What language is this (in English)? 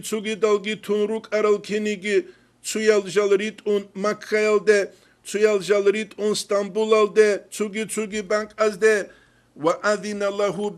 Avaric